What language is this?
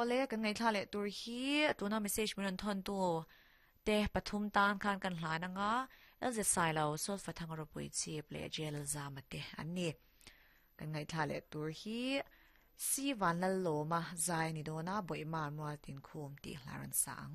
Mizo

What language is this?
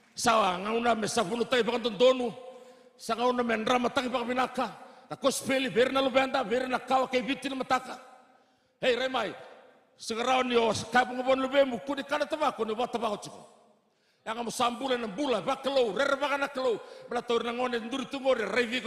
Fijian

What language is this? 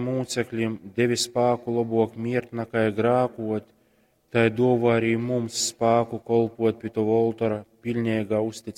Latgalian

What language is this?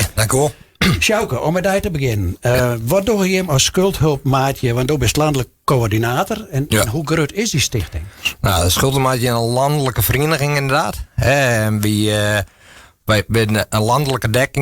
Western Frisian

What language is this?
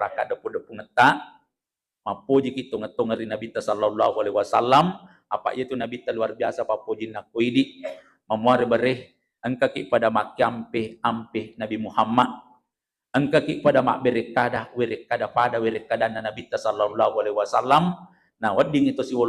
Buginese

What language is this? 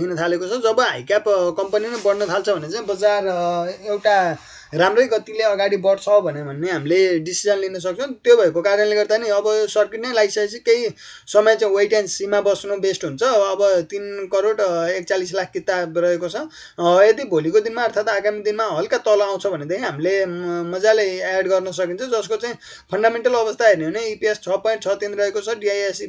Nepali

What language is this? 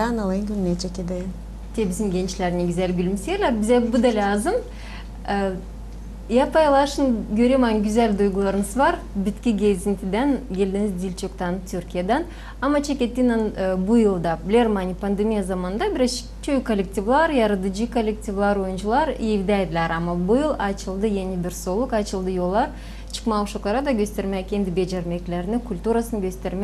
Gagauz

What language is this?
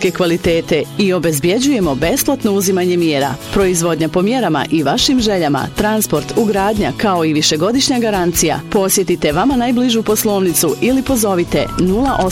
Bosnian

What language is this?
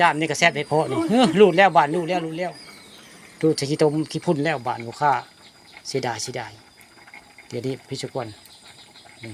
Northeastern Thai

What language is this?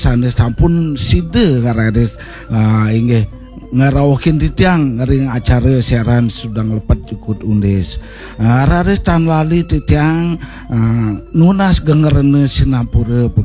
Balinese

